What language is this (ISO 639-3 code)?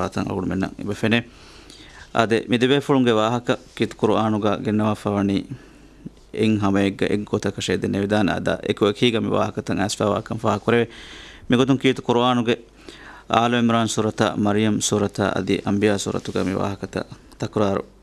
div